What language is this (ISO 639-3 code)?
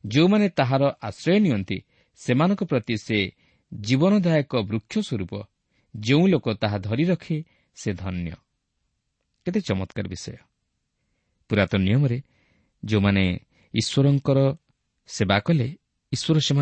ori